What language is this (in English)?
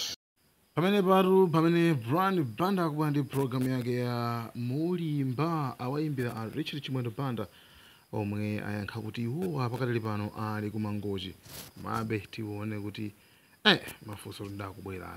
Nyanja